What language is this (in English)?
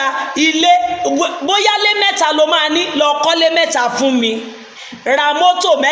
Yoruba